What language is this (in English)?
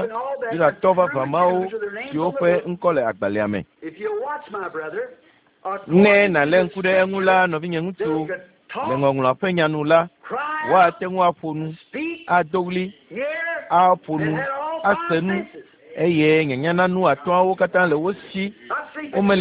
Ewe